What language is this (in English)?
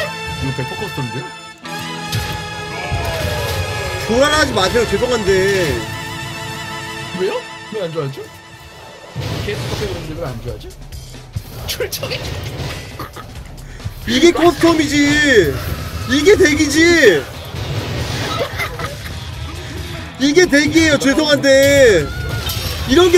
Korean